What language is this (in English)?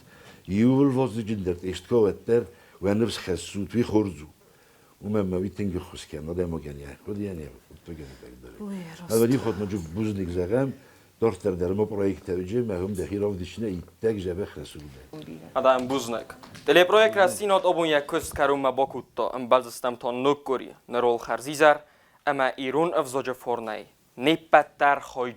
Ossetic